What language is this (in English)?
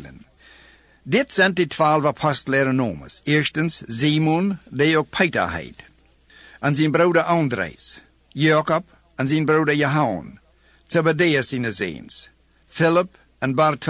Plautdietsch